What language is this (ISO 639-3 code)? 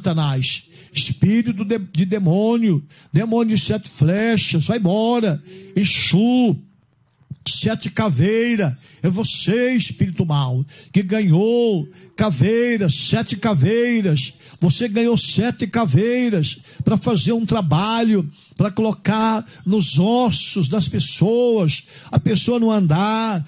por